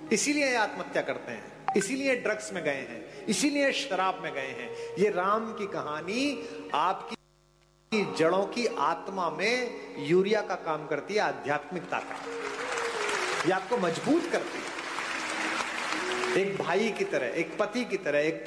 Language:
Hindi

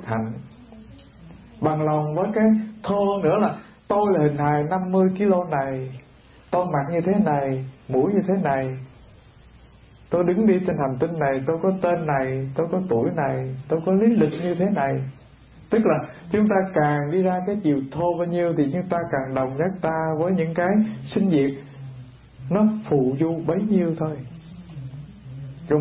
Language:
Vietnamese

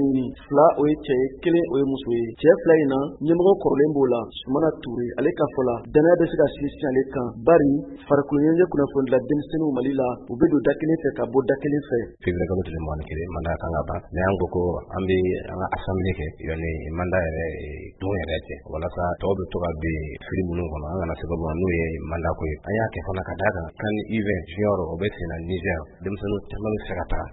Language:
Bambara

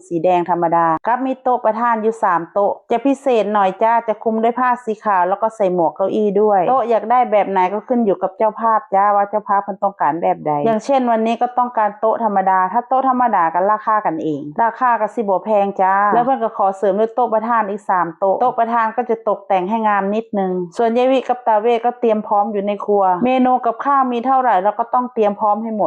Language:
Northeastern Thai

